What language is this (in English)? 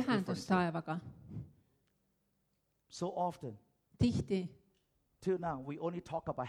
Estonian